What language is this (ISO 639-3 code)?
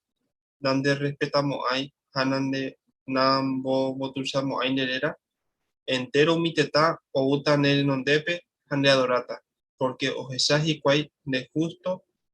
grn